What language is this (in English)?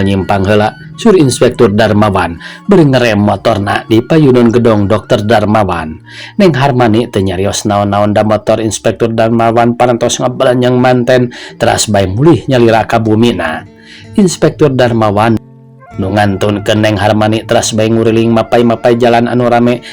Sundanese